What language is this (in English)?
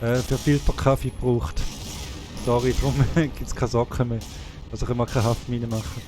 Swiss German